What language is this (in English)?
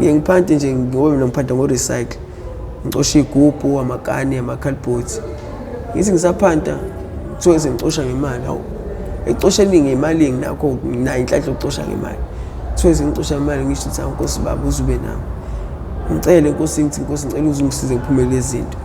Zulu